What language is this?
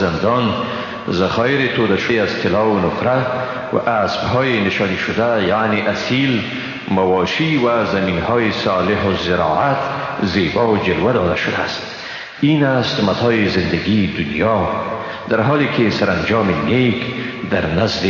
Persian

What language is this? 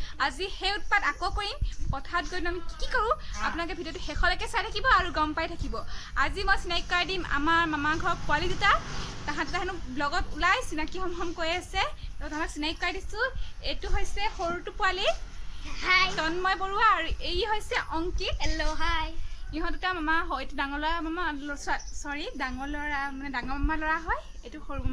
Assamese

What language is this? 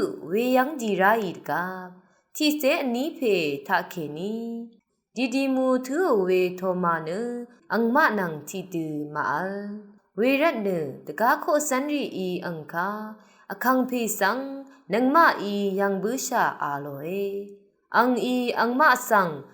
Rawang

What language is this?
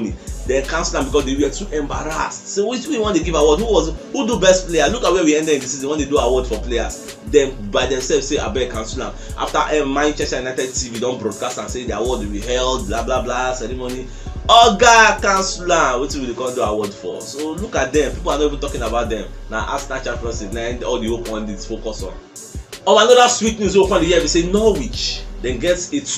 Nigerian Pidgin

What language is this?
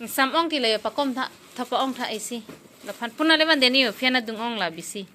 Karbi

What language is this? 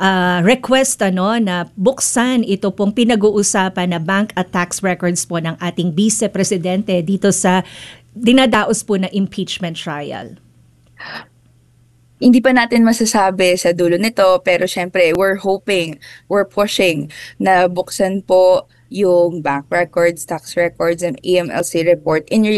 Filipino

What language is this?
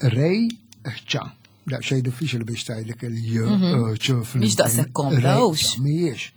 Maltese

